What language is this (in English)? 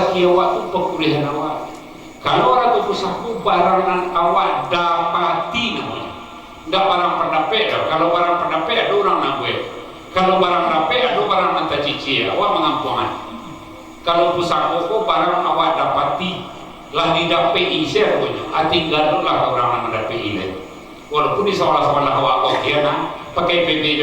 Minangkabau